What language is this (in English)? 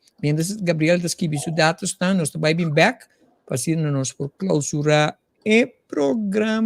Papiamento